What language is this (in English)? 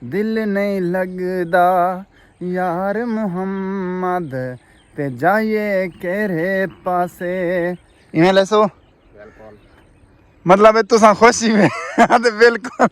Saraiki